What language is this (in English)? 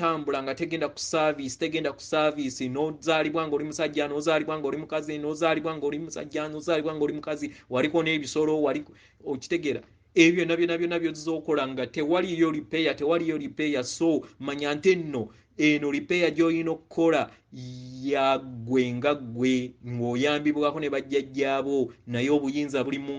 Ganda